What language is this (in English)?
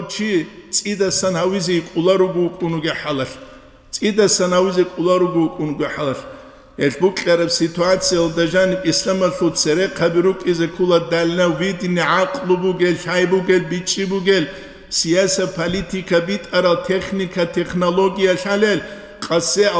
Avaric